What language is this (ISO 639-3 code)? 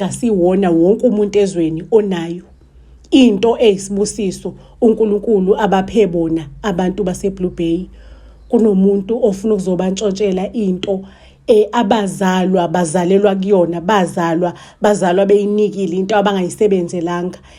zul